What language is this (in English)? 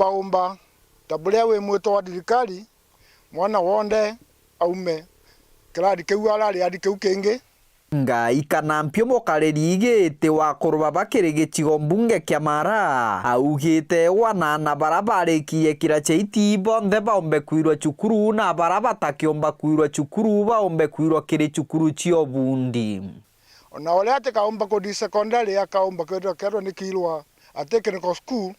Meru